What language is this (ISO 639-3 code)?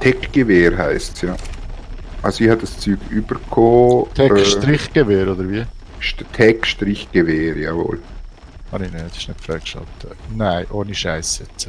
gsw